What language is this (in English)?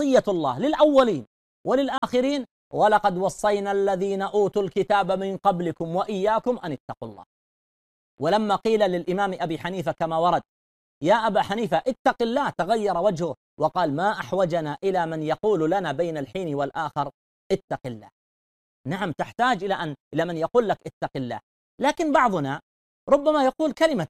Arabic